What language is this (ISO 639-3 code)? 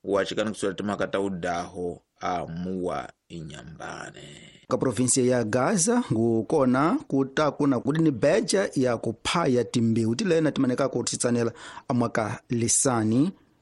tso